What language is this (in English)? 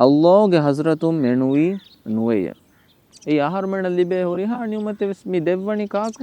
Divehi